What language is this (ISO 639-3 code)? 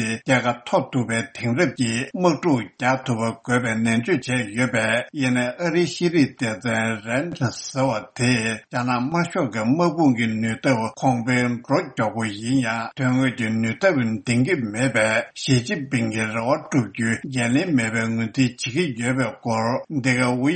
bod